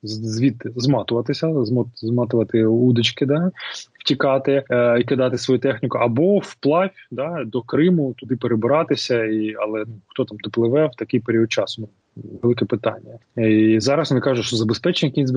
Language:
Ukrainian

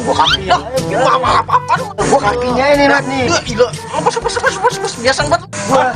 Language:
Betawi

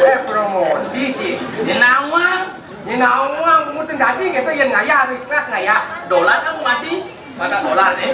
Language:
Balinese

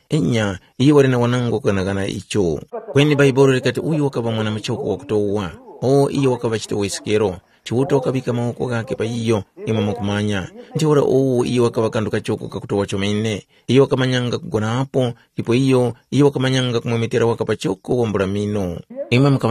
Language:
Tumbuka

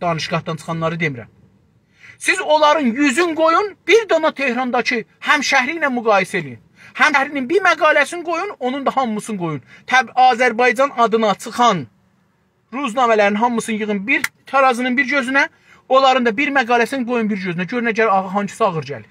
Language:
South Azerbaijani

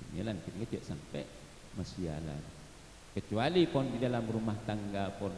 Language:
Madurese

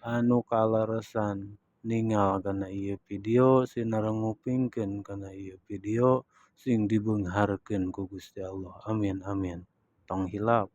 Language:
Sundanese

